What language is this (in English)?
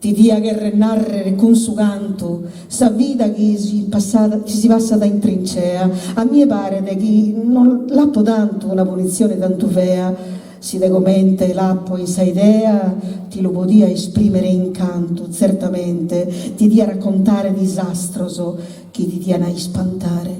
Sardinian